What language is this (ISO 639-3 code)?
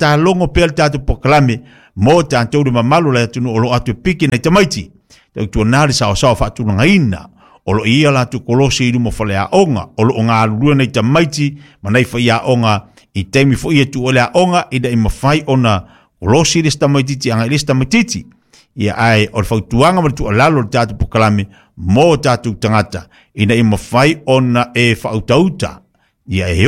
smo